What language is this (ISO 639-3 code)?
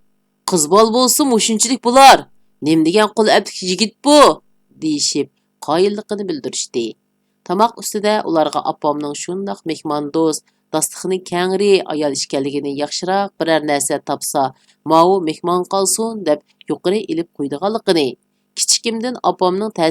uig